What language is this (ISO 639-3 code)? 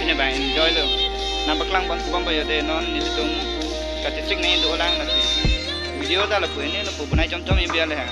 mjw